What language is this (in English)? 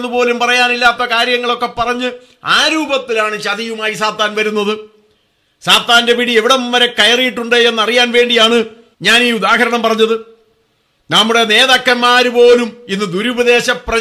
Malayalam